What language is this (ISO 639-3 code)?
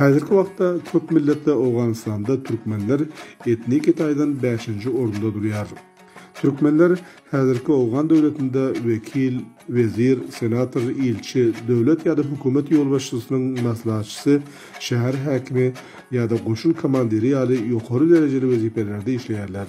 tuk